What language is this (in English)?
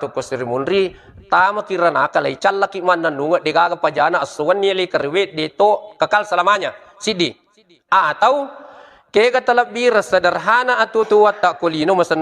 Buginese